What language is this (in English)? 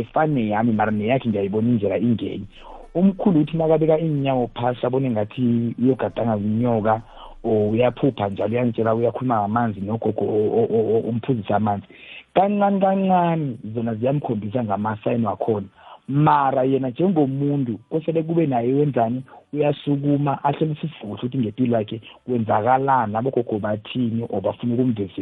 South Ndebele